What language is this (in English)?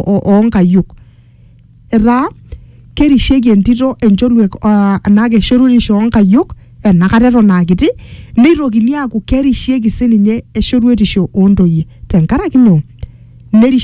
Masai